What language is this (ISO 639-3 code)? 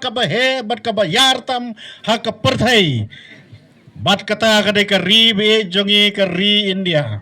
kha